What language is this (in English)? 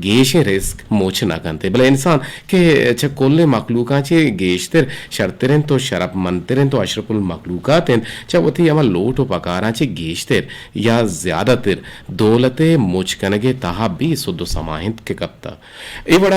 Eastern Balochi